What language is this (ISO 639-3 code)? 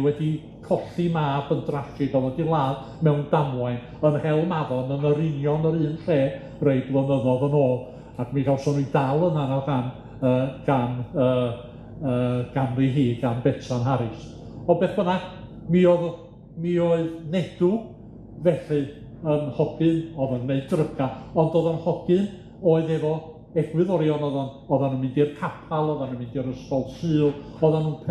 cym